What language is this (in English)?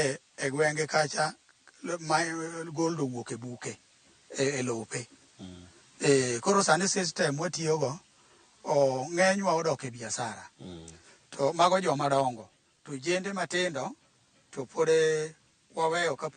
Luo (Kenya and Tanzania)